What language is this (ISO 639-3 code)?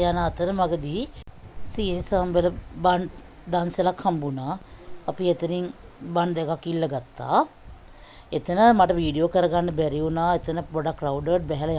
sin